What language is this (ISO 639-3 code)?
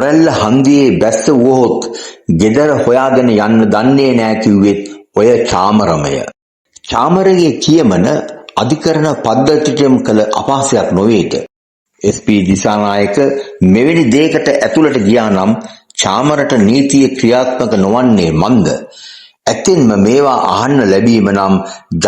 sin